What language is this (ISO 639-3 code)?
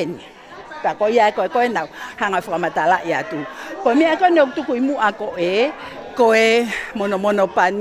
ton